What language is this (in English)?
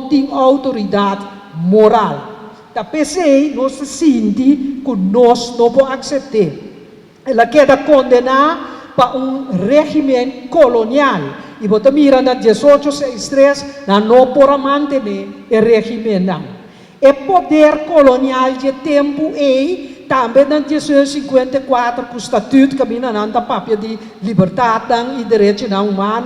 Papiamento